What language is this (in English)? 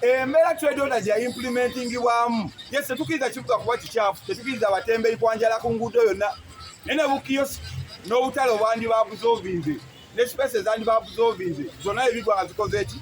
Ganda